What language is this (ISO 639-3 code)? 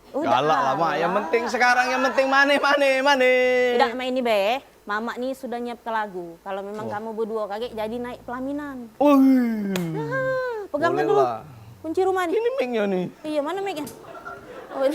mui